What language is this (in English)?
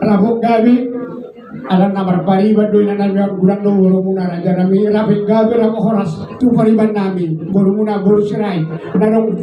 Batak Toba